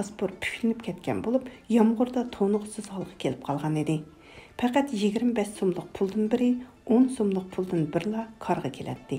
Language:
Uyghur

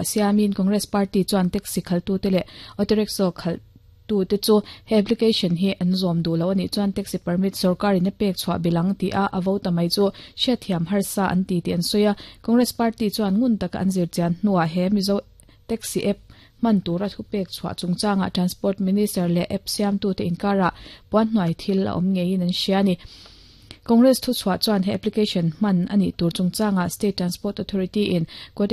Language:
Mizo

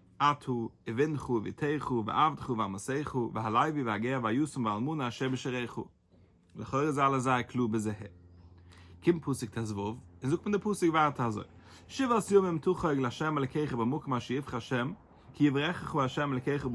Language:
Yiddish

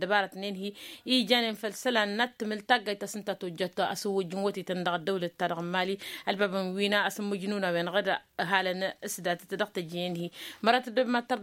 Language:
Tamasheq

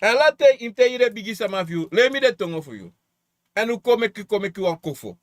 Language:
Sranan Tongo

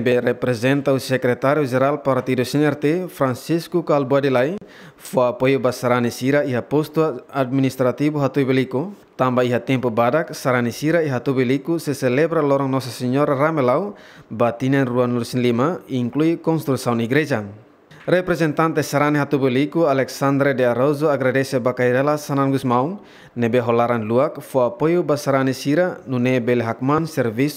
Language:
Tetum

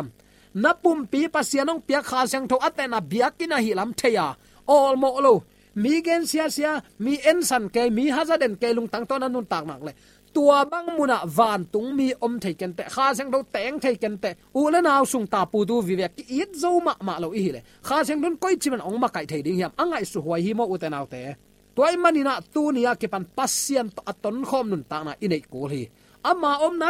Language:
Tedim Chin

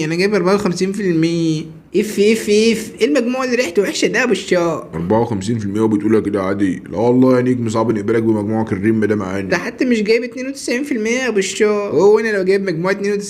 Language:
Egyptian Arabic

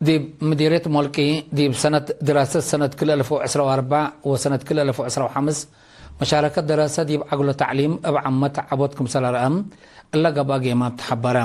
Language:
Tigre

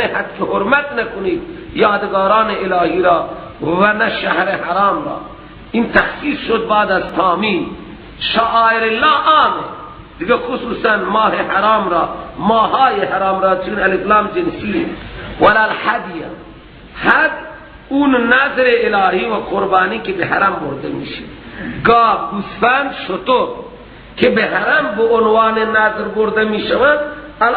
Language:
Persian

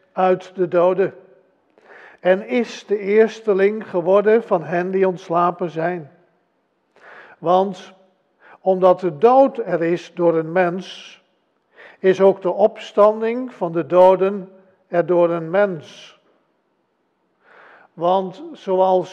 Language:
Dutch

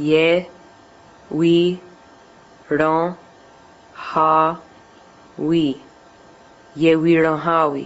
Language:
Mohawk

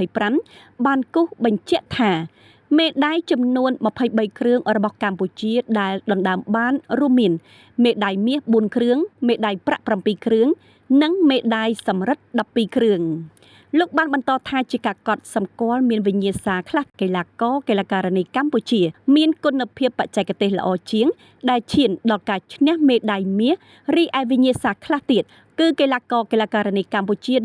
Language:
Khmer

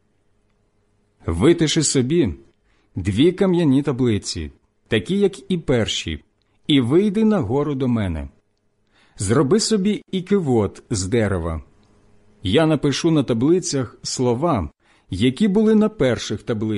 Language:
Ukrainian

